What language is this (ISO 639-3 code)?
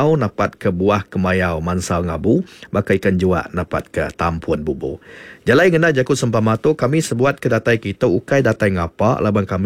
iba